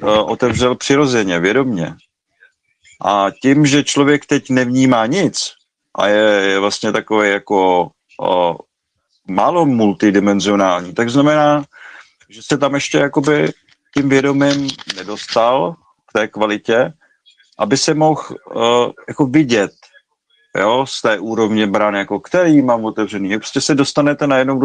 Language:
Czech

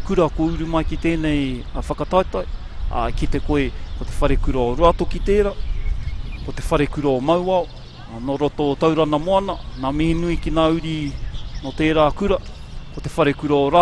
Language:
Māori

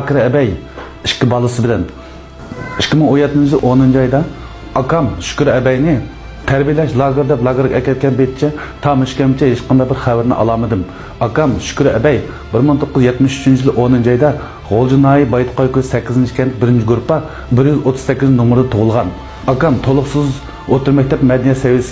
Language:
Uyghur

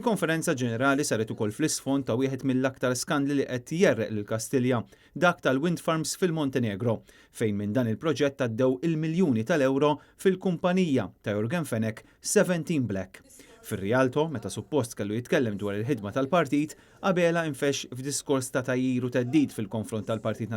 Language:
Maltese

